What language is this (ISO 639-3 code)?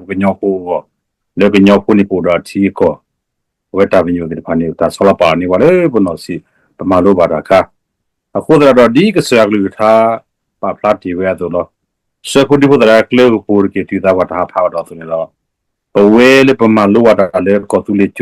ksw